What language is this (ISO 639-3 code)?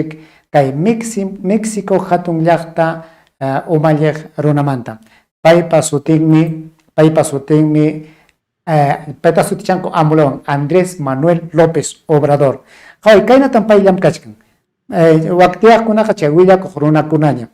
quy